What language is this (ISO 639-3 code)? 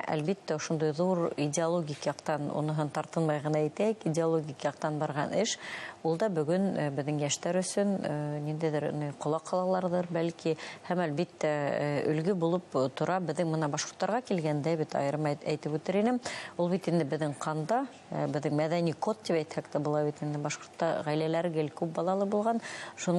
bak